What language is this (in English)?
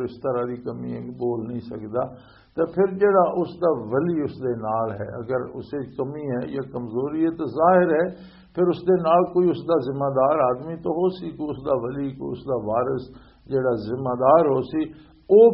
Western Panjabi